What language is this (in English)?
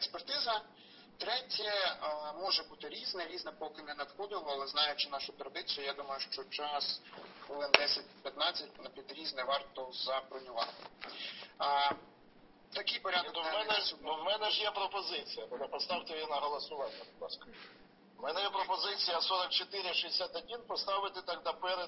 Ukrainian